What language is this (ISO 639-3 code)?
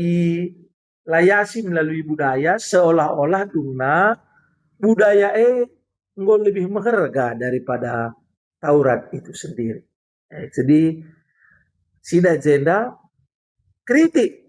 btx